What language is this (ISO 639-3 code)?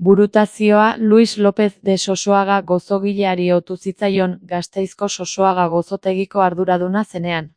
eus